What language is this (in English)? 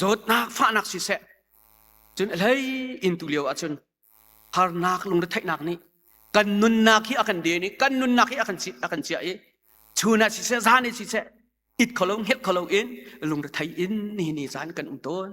Hakha Chin